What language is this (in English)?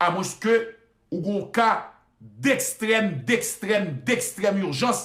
Haitian Creole